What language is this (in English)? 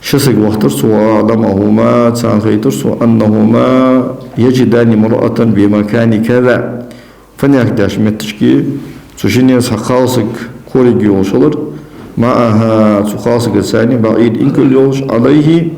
Ingush